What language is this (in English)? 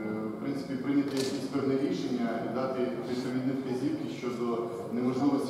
Ukrainian